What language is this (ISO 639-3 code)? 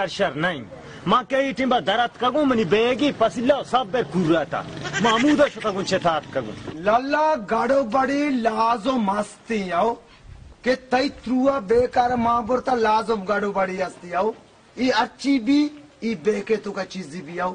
bal